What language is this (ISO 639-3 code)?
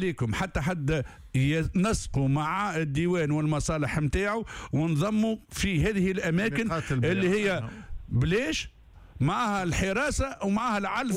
aeb